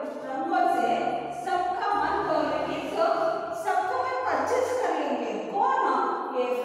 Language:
Kannada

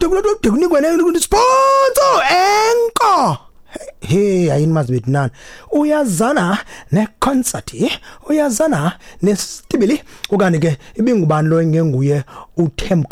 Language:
Xhosa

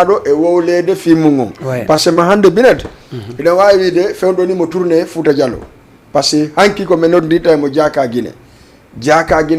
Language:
Fula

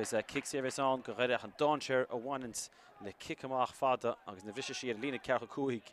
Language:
Irish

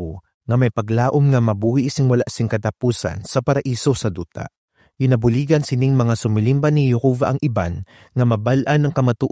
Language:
Hiligaynon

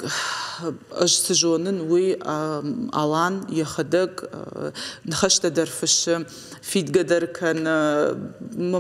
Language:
Ossetic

